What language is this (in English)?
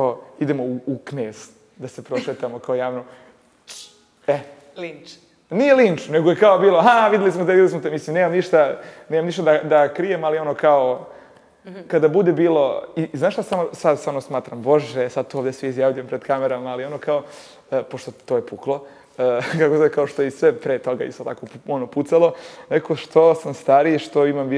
Serbian